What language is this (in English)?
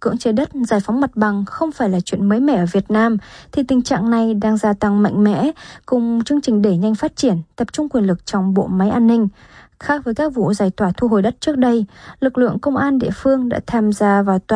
Vietnamese